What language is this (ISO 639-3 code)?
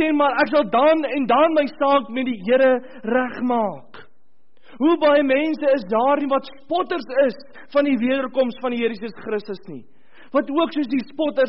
afr